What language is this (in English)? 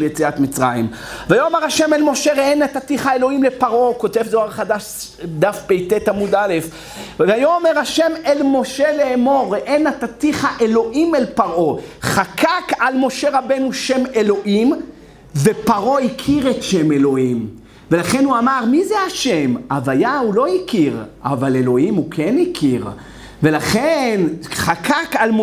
Hebrew